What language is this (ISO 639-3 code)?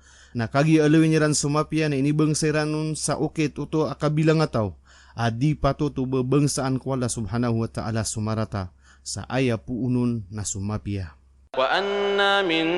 mrw